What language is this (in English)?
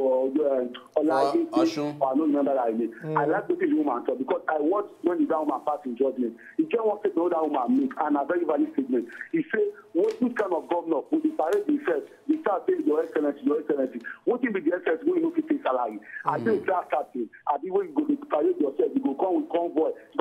Nigerian Pidgin